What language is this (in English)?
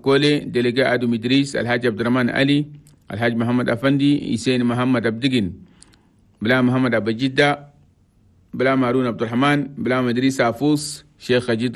Chadian Arabic